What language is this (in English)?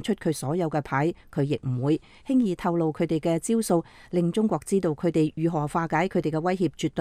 Cantonese